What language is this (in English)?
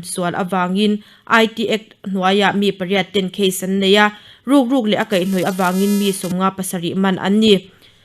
Mizo